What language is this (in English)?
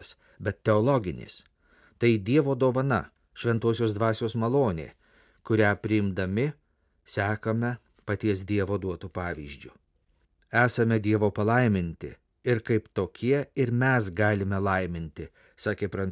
Lithuanian